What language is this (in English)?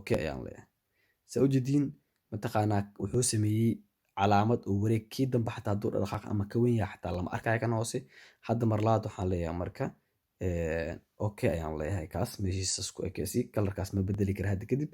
Somali